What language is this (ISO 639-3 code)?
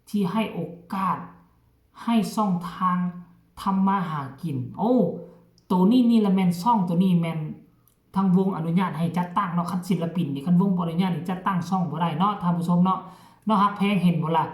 tts